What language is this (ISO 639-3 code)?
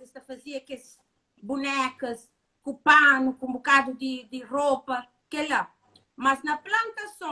kea